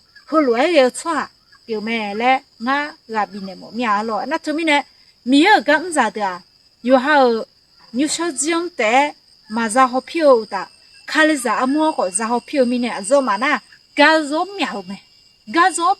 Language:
Akha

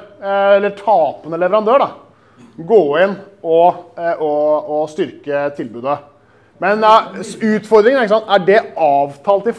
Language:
Norwegian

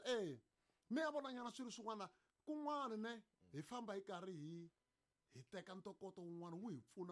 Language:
Tsonga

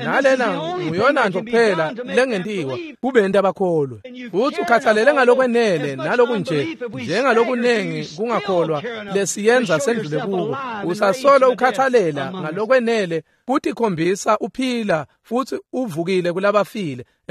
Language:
Swati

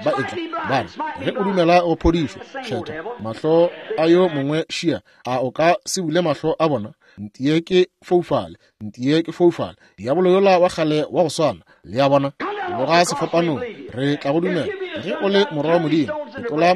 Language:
Northern Sotho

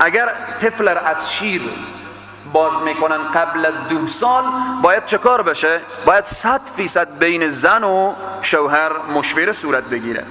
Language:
Persian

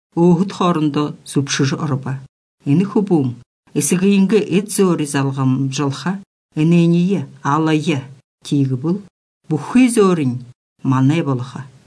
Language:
Belarusian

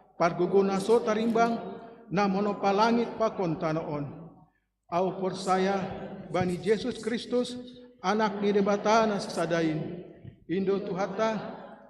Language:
Batak Simalungun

